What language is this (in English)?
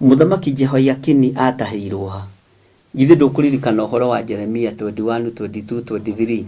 Kikuyu